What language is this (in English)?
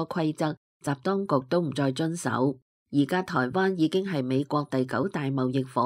Cantonese